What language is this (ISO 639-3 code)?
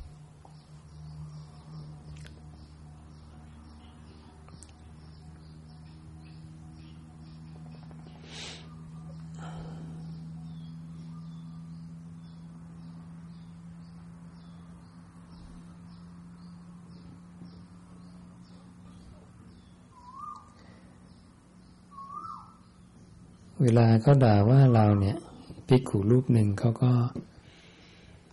tha